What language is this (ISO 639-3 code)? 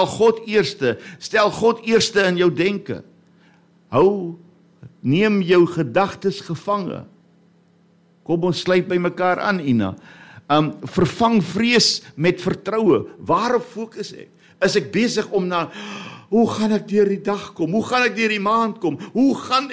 afr